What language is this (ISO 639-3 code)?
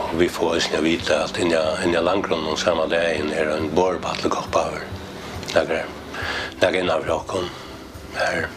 fao